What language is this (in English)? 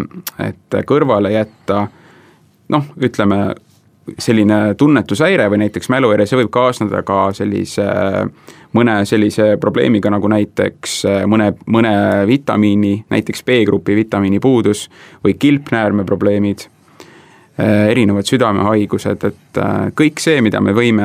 Estonian